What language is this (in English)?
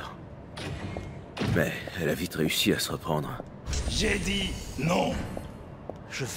French